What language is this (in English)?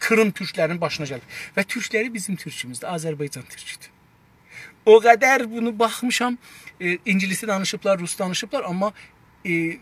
South Azerbaijani